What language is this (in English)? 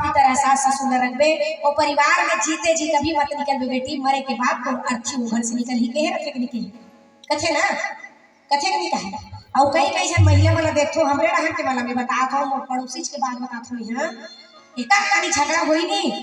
Chhattisgarhi